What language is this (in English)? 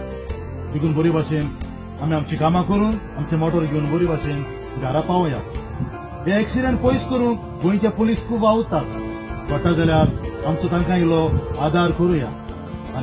Konkani